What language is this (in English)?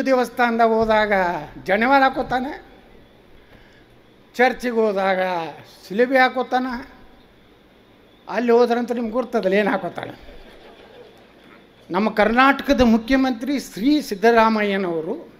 Kannada